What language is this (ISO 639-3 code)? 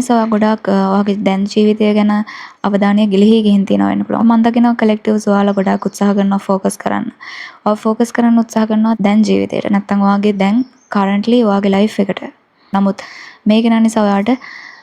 sin